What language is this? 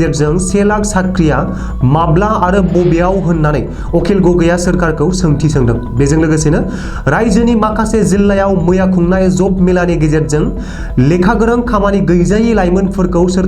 Bodo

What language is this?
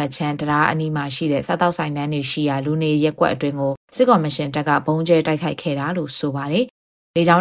Burmese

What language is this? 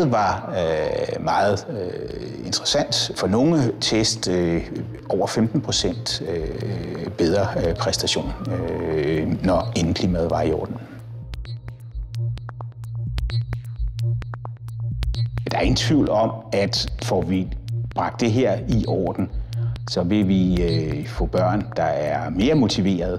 Danish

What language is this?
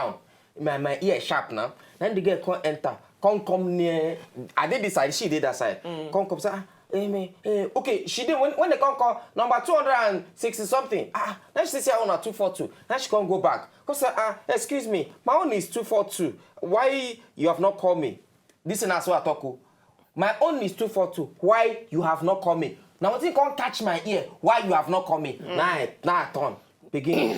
Nigerian Pidgin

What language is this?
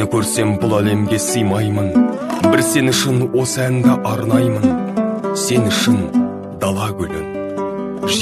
Kazakh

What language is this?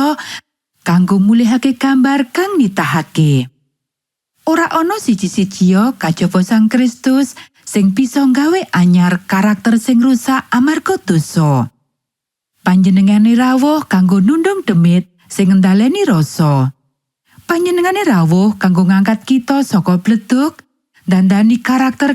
Javanese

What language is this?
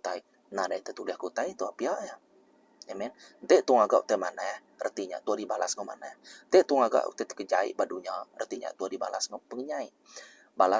Iban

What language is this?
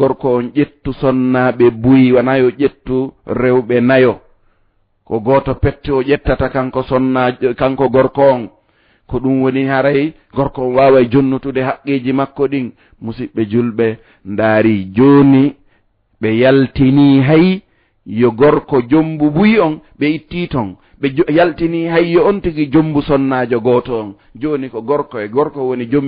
Fula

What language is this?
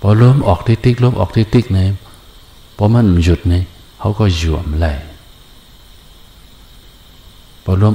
Shan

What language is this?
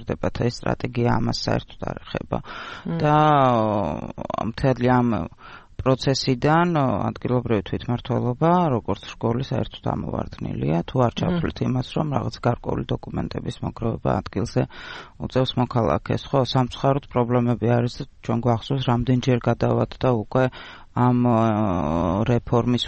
Georgian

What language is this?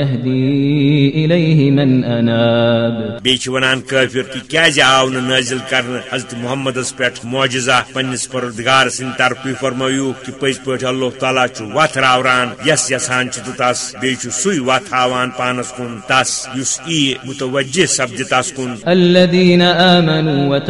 Kashmiri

